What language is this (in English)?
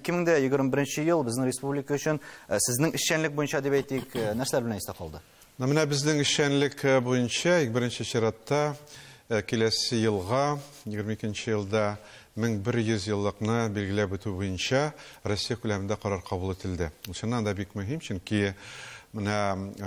Tatar